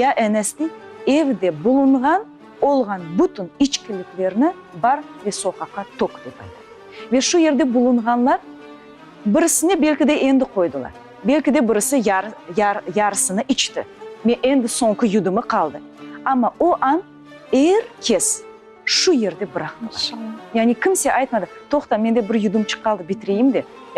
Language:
Crimean Tatar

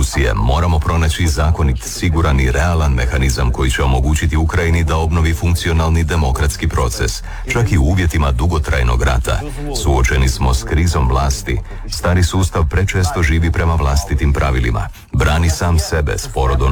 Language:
Croatian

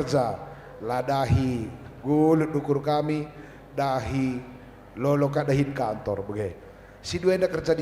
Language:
Batak Karo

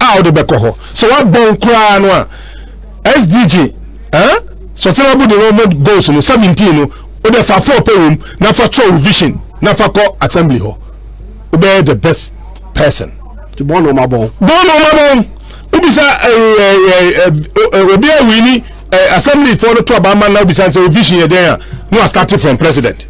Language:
Akan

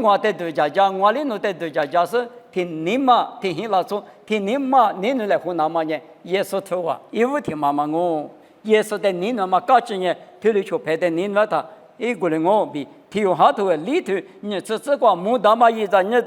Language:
Lisu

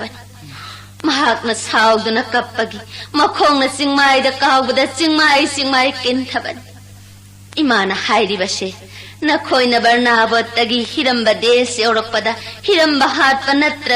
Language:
Manipuri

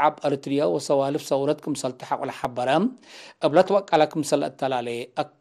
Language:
Tigre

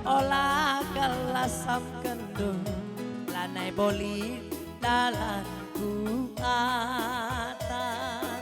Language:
Batak Karo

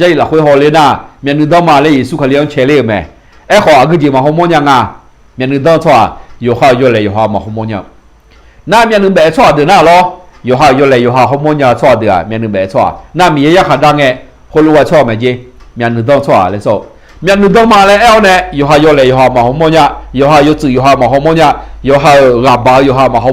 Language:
Akha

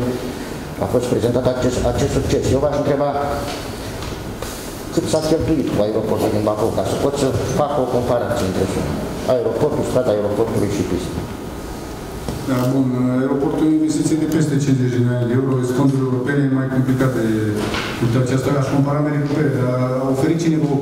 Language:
Romanian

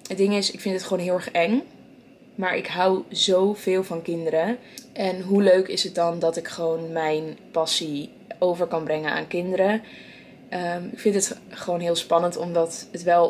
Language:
Dutch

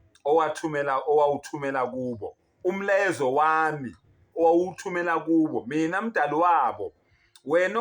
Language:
Zulu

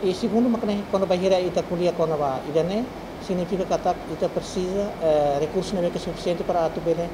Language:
Tetum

